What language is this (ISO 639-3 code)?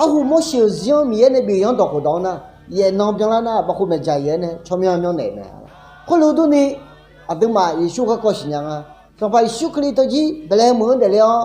ahk